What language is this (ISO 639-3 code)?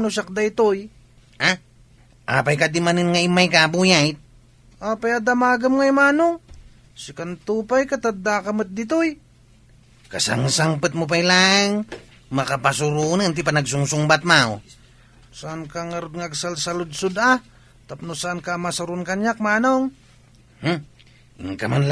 ilo